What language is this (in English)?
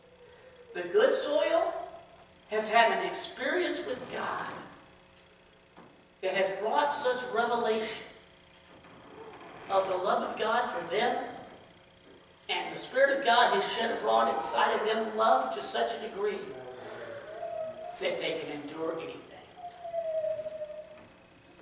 English